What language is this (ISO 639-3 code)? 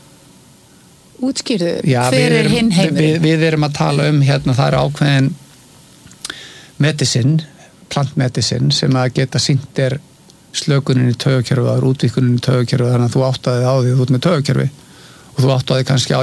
isl